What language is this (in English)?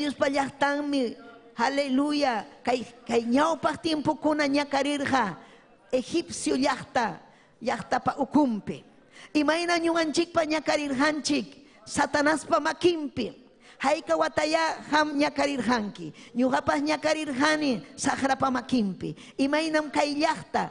Ayacucho Quechua